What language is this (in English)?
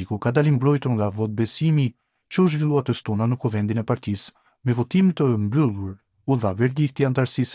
Albanian